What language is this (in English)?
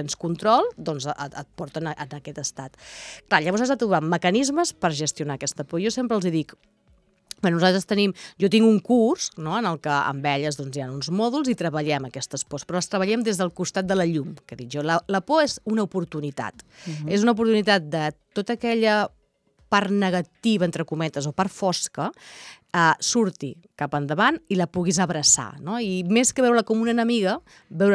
Catalan